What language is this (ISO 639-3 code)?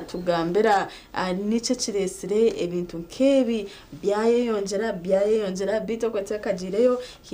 nyn